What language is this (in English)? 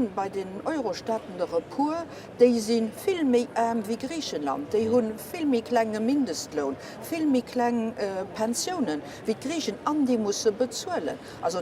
Luxembourgish